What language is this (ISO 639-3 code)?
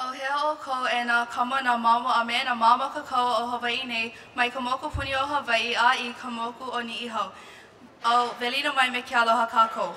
haw